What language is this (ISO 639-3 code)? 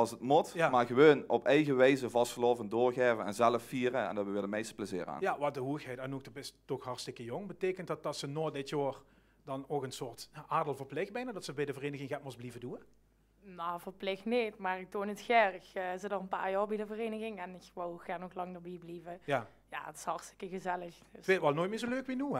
lim